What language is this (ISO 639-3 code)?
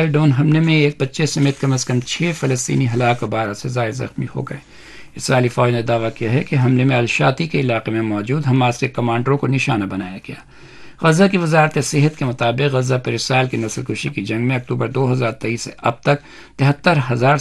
urd